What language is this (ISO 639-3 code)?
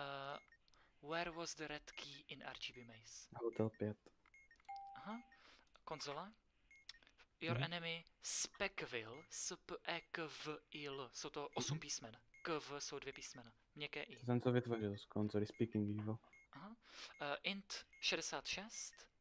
ces